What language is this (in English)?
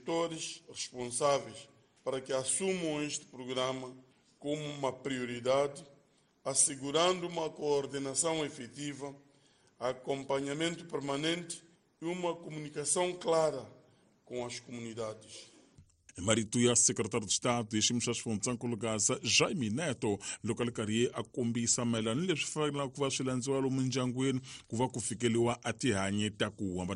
Tsonga